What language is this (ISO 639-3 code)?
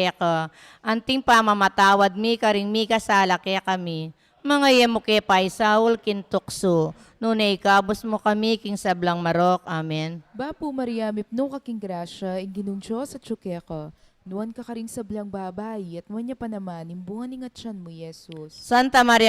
pam